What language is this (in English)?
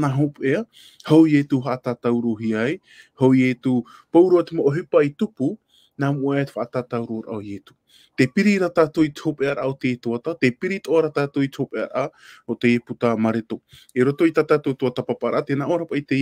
Tahitian